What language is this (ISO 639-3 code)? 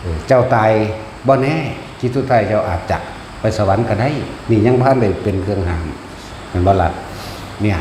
tts